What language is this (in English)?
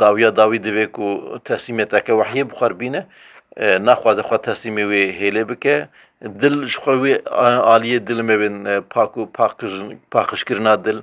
Kurdish